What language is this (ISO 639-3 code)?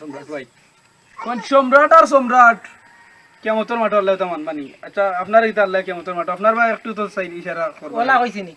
syl